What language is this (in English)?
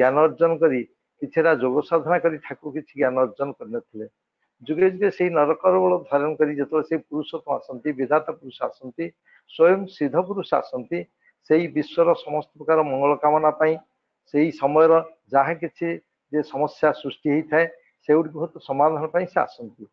Odia